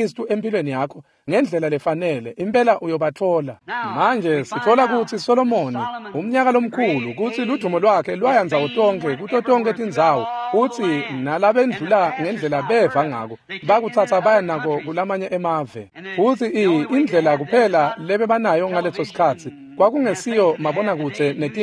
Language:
Swati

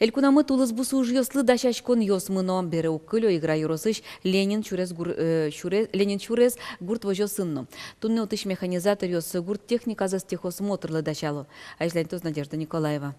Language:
Udmurt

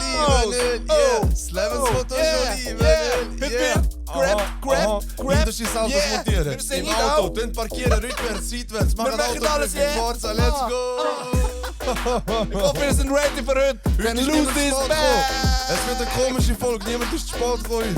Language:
Swiss German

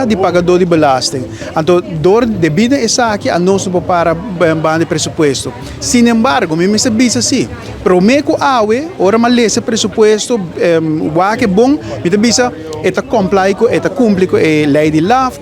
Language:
Papiamento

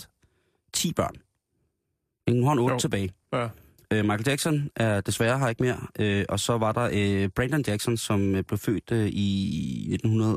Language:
Danish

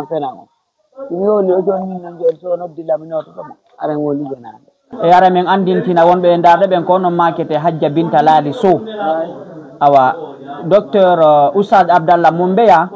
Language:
Fula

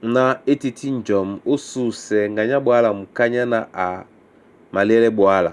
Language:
Duala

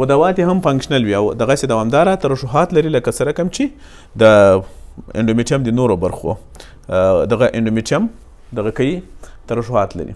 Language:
Pashto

